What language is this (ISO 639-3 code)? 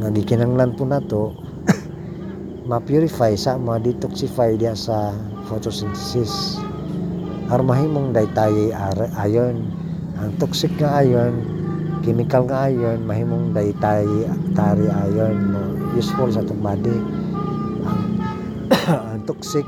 ceb